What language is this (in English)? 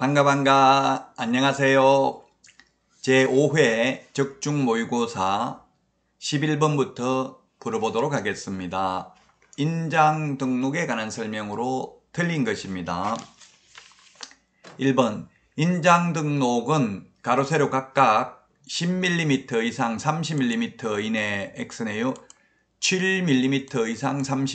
Korean